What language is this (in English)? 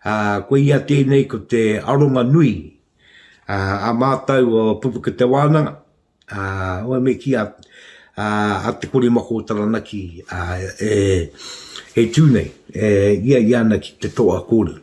Māori